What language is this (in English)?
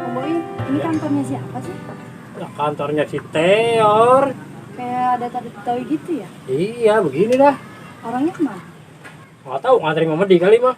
Betawi